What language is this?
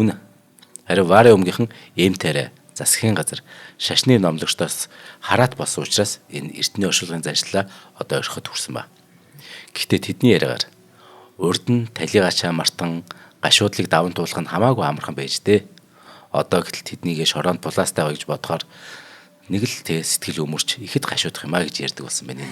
Mongolian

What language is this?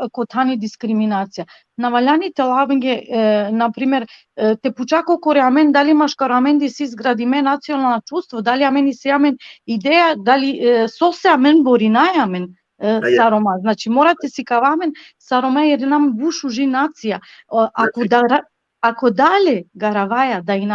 Balkan Romani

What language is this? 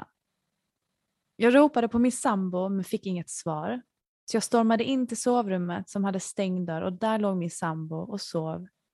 Swedish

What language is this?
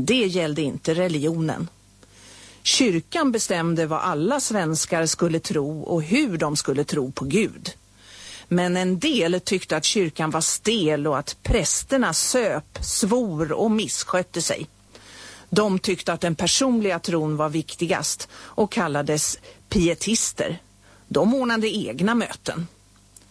Swedish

